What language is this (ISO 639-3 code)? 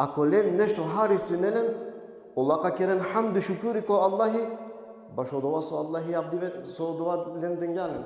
rmn